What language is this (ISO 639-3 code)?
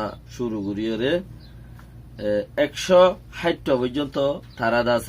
rhg